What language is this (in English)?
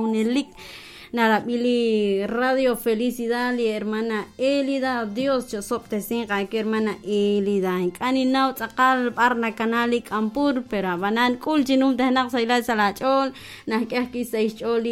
Kekchí